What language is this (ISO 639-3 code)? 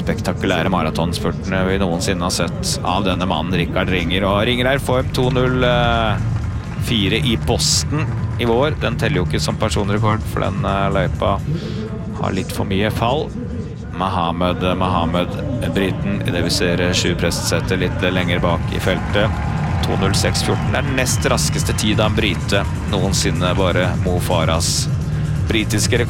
nor